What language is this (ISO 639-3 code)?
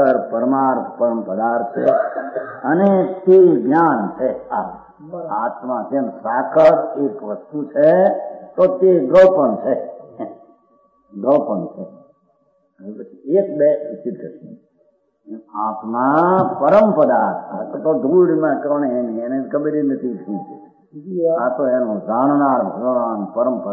guj